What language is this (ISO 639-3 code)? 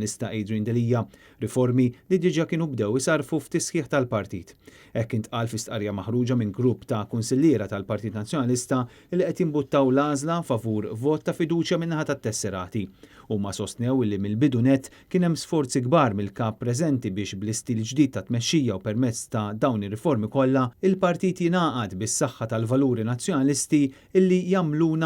mlt